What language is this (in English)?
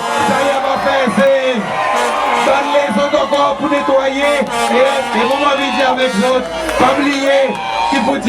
Seselwa Creole French